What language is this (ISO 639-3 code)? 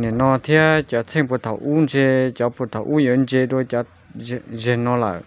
hmn